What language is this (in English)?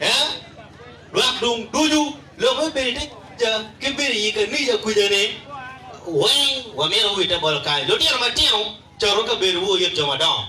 Acoli